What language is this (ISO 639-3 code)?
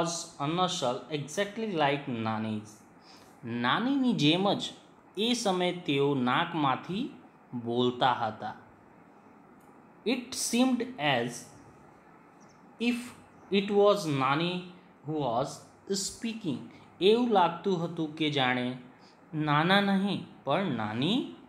guj